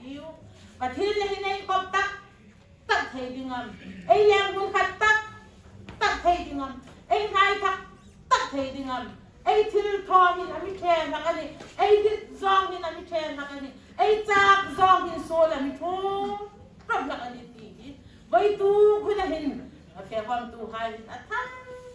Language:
Hmar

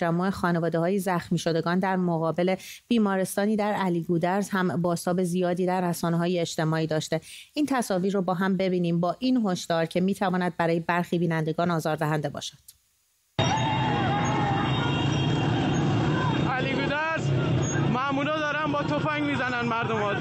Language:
Persian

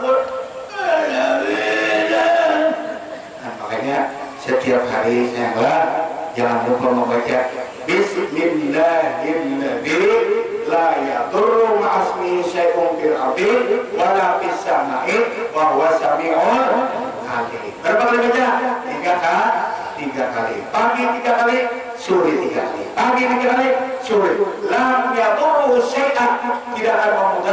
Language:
Banjar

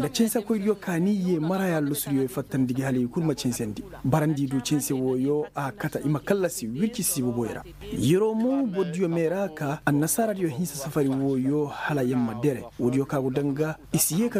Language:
Koyraboro Senni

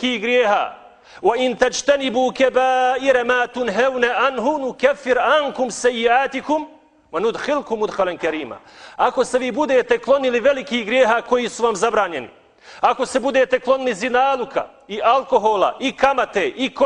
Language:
Bosnian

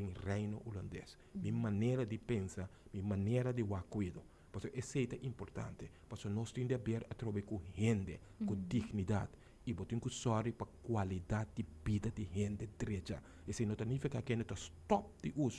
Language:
Papiamento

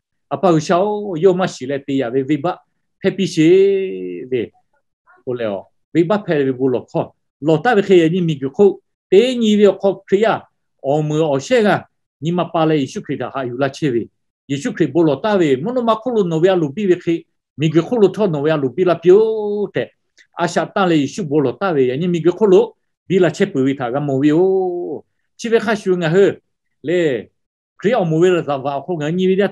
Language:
Lahu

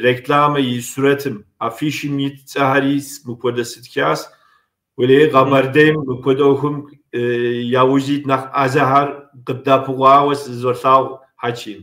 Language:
Kabardian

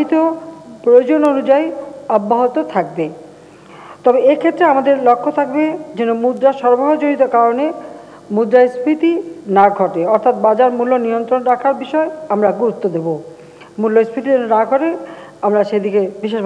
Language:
Bangla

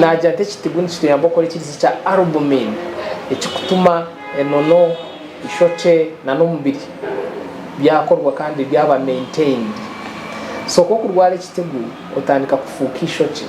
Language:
Nyankole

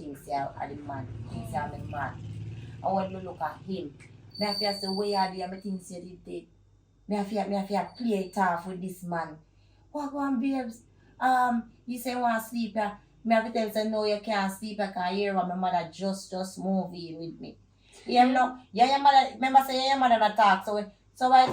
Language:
Jamaican Creole English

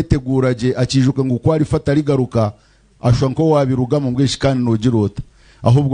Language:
Nyankole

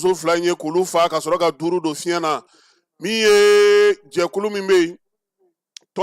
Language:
Bambara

